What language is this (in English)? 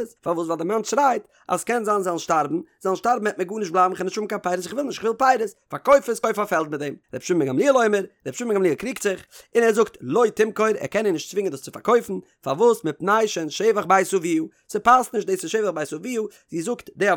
Yiddish